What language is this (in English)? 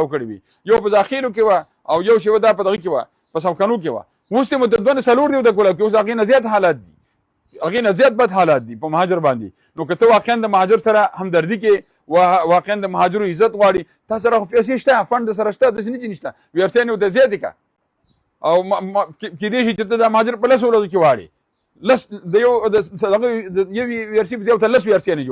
Pashto